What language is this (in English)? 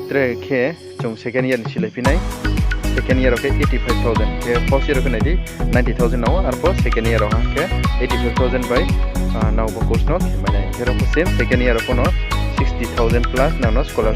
Riang (India)